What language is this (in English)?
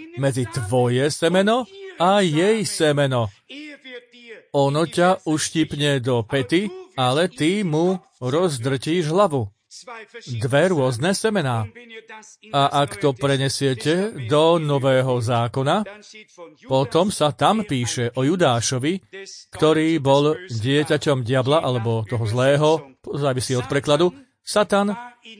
Slovak